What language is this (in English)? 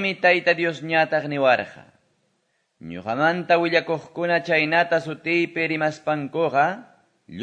Quechua